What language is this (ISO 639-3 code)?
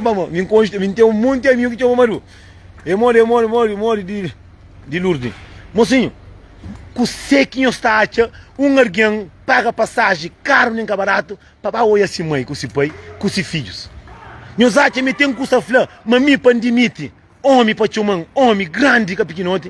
kea